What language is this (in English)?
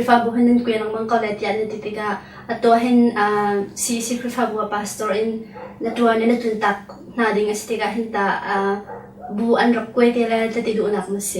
Hakha Chin